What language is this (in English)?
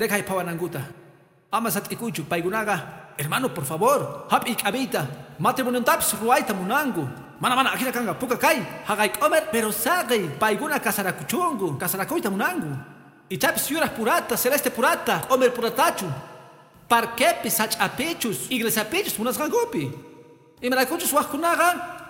Quechua